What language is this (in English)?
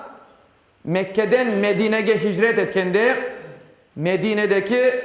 Crimean Tatar